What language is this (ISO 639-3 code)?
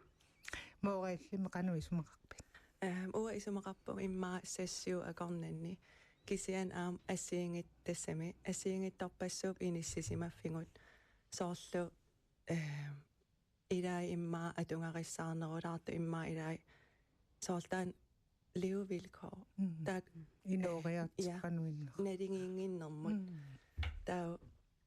kal